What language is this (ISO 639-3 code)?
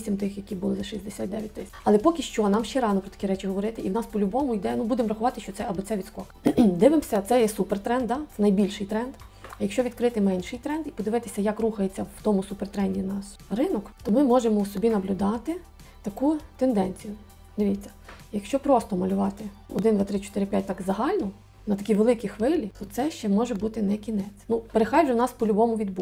ukr